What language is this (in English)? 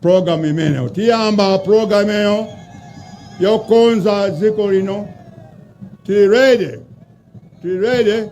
Nyanja